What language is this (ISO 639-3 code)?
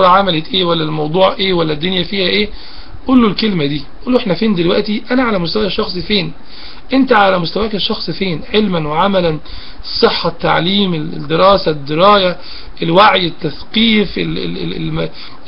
arz